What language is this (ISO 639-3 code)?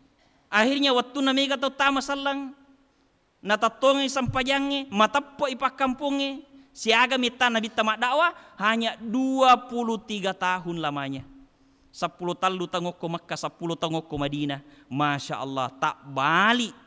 bug